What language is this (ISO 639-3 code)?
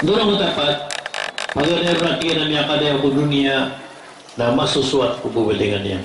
mrw